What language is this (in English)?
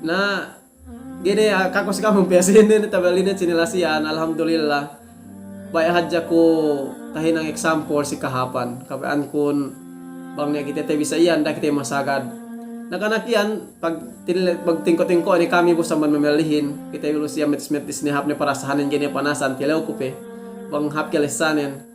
Yakan